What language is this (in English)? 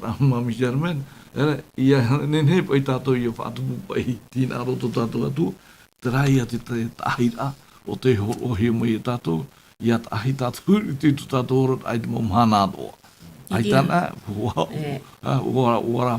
Tahitian